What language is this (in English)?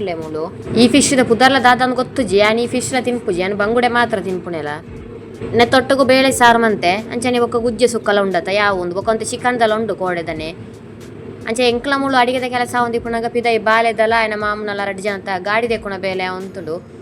Tulu